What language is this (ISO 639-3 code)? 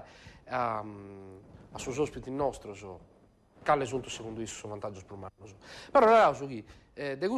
srd